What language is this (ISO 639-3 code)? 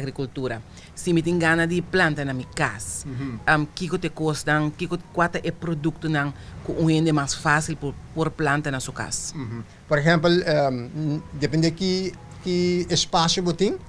pap